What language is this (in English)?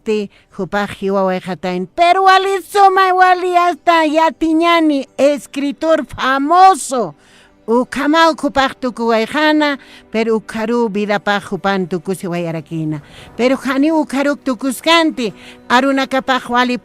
Aymara